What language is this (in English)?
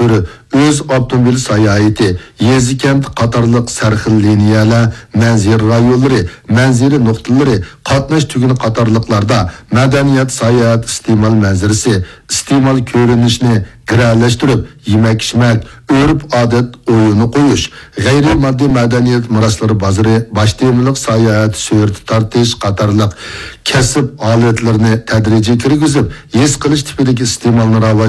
Uyghur